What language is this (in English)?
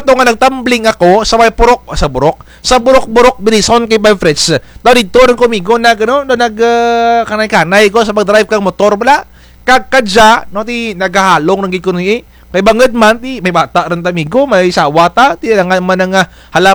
Kinaray-a